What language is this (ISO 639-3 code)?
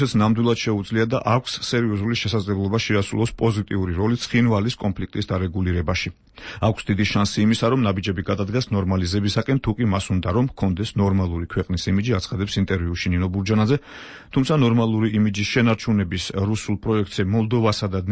kat